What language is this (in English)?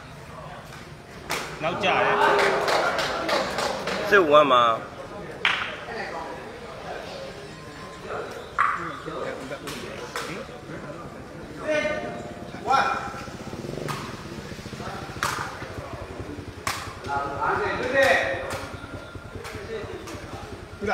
Burmese